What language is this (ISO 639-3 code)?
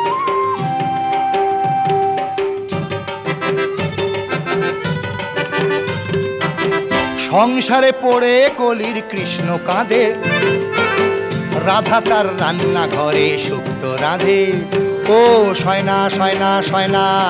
ben